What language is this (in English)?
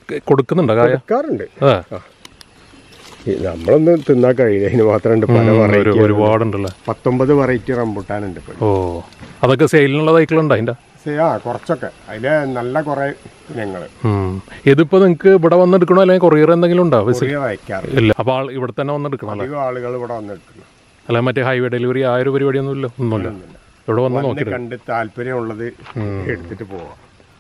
Malayalam